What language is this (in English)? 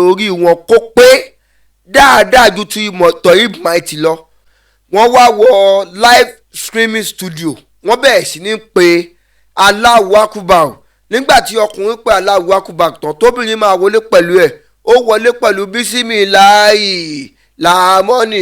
Yoruba